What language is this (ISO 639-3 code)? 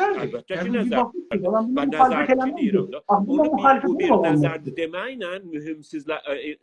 azb